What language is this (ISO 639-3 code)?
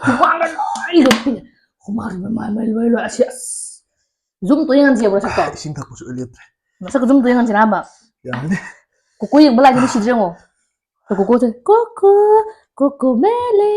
mni